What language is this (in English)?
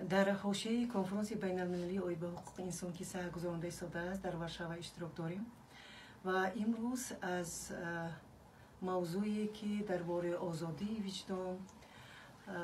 Tajik